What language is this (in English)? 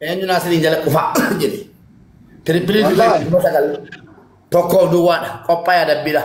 Oromo